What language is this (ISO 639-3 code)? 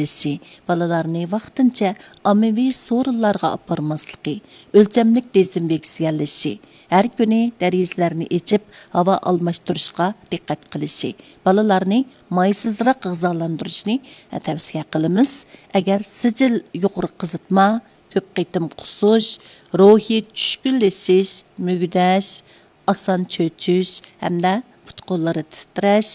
uig